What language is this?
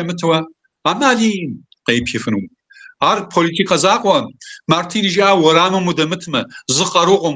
Kabardian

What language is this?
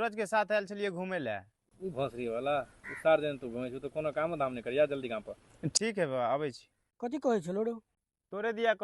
Maithili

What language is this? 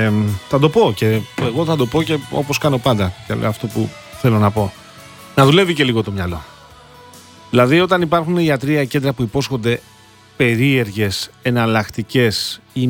Greek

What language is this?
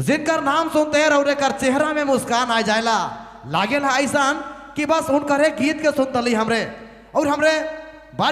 Sadri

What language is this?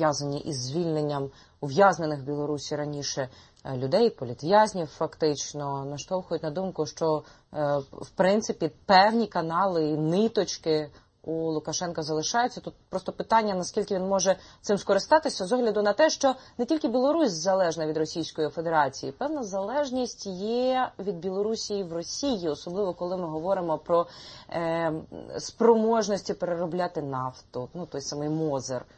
Ukrainian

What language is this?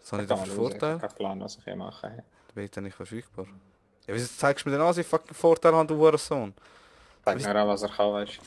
Swiss German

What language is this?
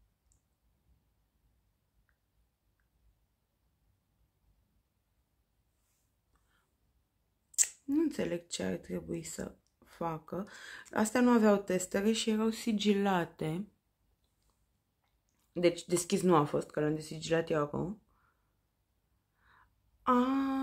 Romanian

